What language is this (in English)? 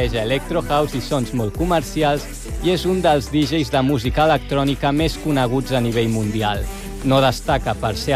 Catalan